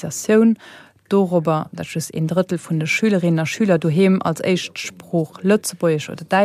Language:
Luxembourgish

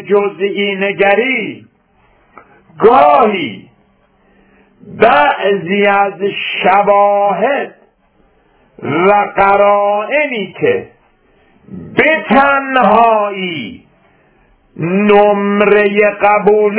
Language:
Persian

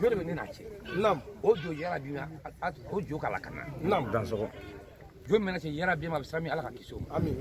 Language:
Bambara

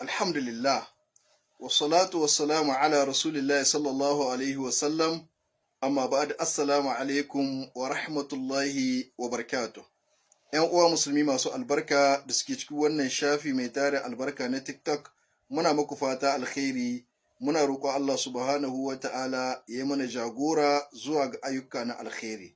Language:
Hausa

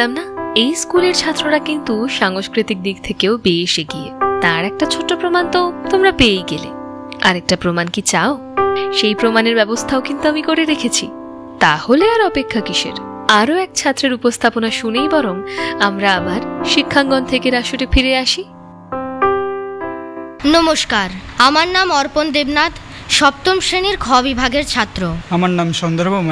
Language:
Bangla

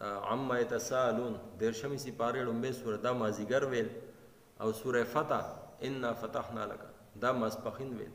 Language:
Pashto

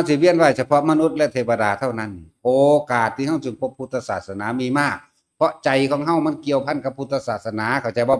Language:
Northeastern Thai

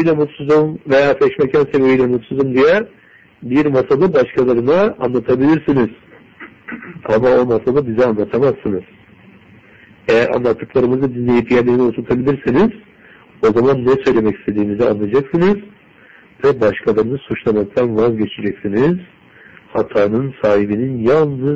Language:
Turkish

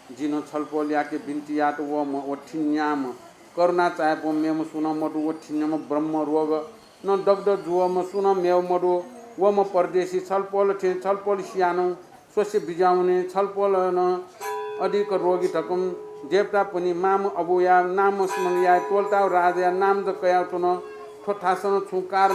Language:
Newari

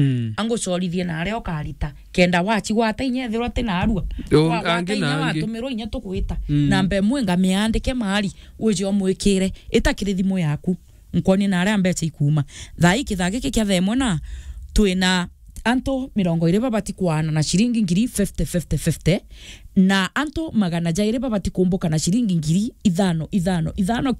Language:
Meru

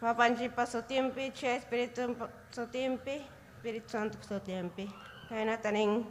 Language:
Ayacucho Quechua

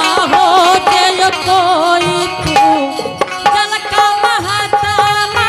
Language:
Angika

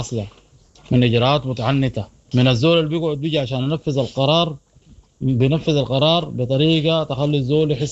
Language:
Sudanese Arabic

